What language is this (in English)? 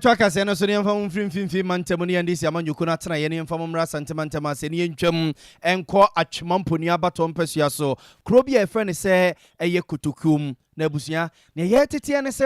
Akan